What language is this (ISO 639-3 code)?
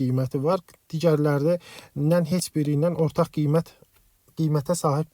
aze